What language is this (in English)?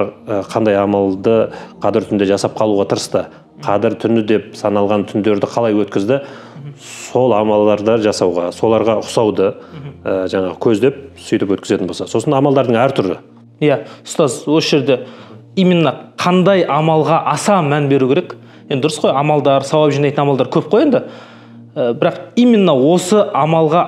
Kazakh